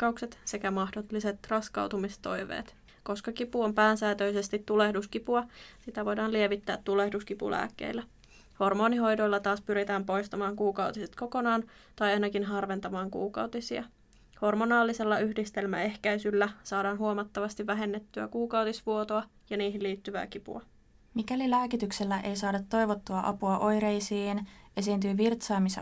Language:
Finnish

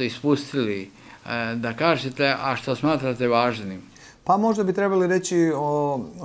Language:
Serbian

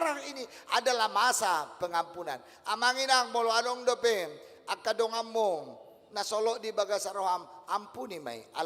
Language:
Batak Toba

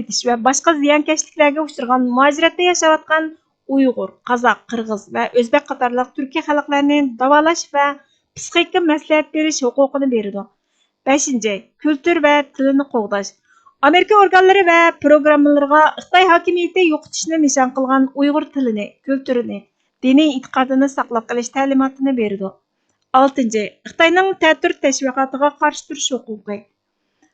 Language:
Uyghur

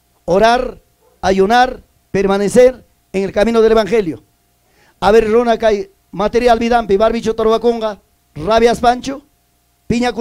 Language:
Ayacucho Quechua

